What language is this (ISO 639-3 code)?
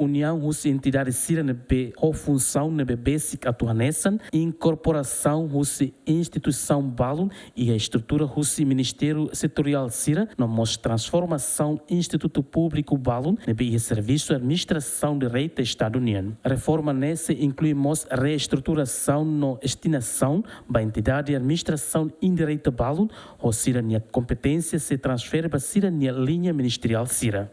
tet